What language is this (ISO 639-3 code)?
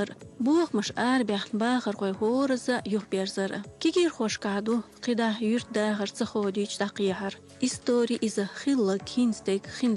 che